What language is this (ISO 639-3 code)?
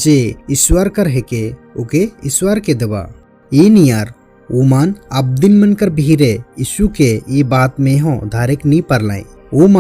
sck